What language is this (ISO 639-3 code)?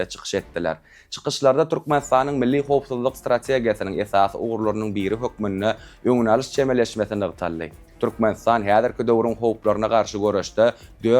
tuk